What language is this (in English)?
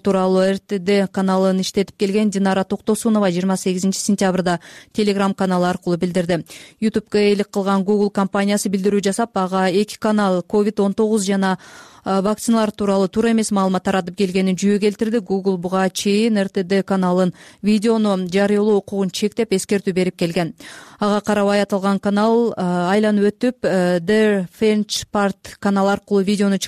Kyrgyz